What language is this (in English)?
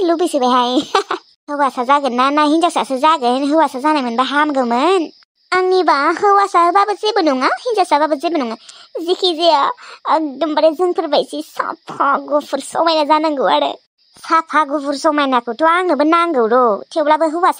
Bodo